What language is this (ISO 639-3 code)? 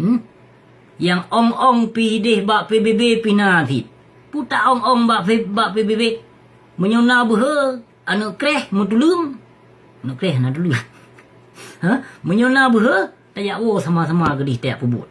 ace